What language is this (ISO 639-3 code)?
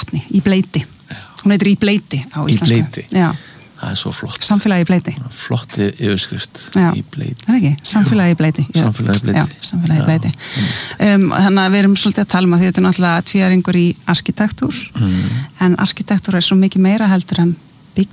isl